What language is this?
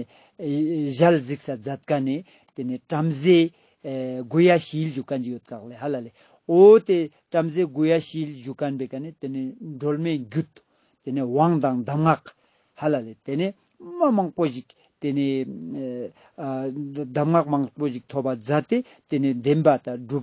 Ladakhi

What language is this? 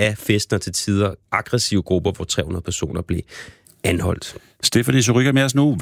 Danish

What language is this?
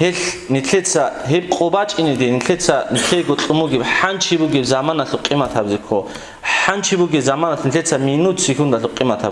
Avaric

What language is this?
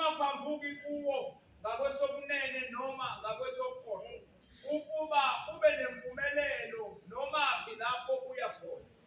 Zulu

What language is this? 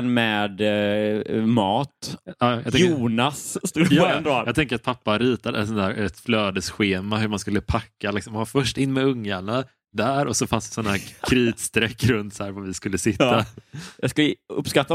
Swedish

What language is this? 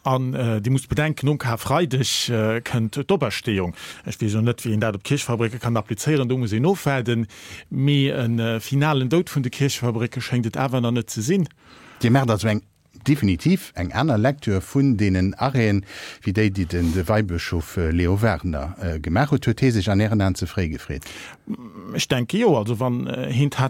Luxembourgish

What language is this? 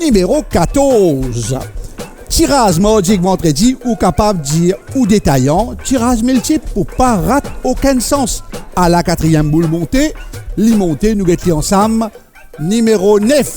Morisyen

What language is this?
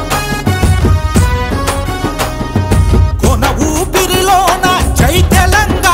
Telugu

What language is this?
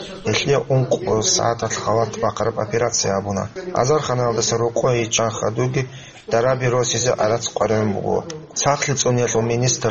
Avaric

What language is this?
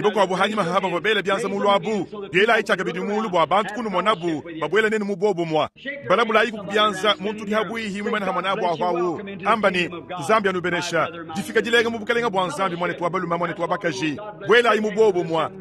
Luba-Lulua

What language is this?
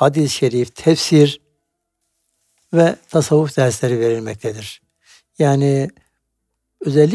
Turkish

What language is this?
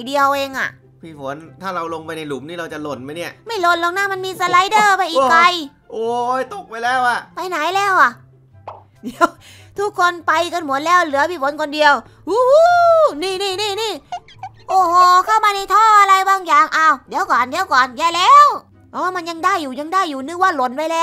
Thai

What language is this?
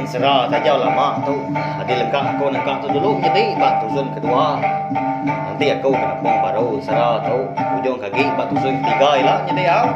Iban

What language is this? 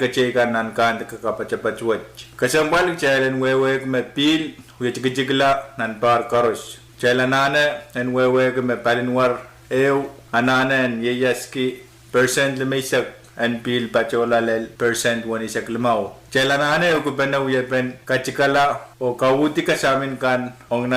Pohnpeian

